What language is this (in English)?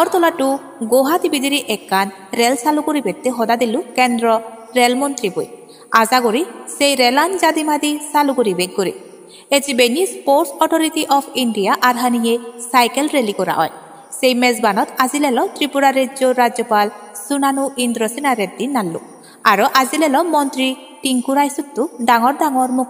Chakma